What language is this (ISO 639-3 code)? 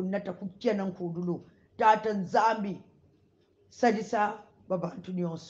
kon